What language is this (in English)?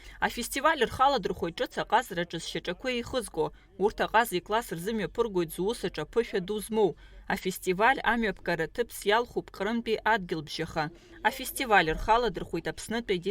Abkhazian